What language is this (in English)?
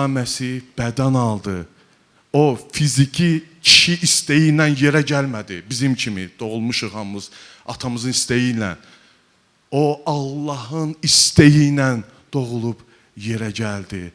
Azerbaijani